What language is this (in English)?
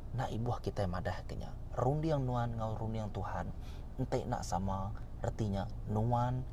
Iban